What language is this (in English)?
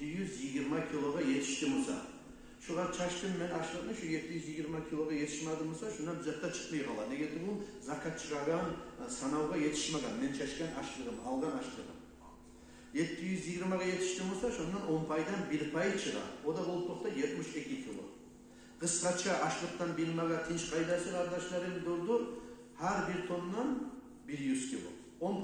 Kumyk